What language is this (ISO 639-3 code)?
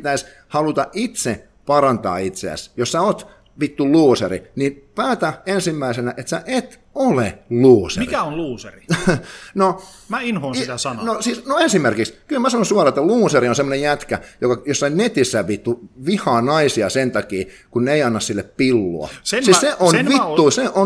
fin